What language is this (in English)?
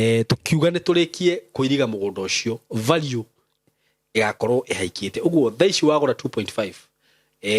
Kikuyu